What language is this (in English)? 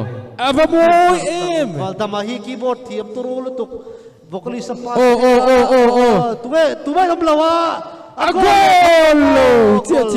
Mizo